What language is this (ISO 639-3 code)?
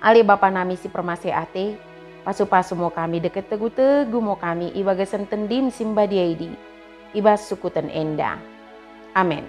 btd